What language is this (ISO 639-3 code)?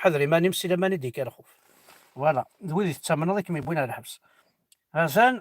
kab